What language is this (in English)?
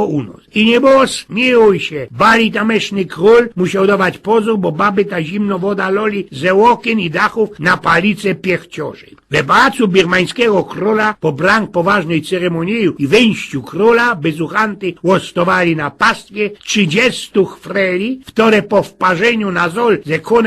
Silesian